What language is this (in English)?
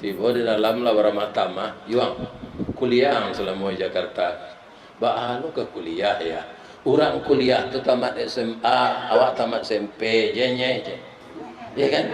Minangkabau